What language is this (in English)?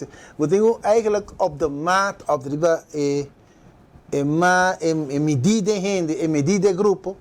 Papiamento